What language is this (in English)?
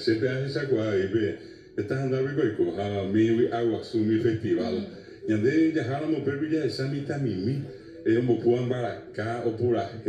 Guarani